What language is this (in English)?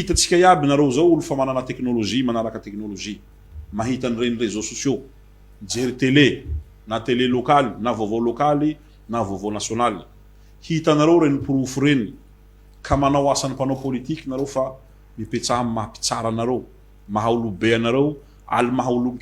Malagasy